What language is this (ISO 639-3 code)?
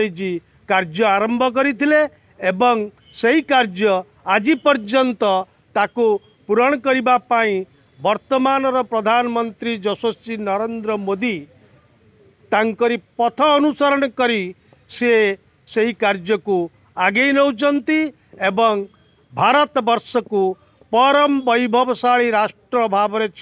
ori